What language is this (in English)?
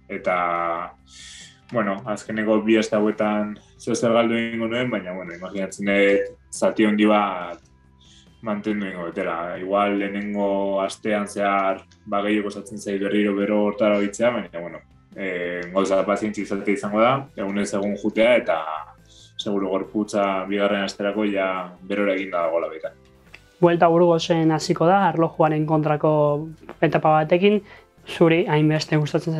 Basque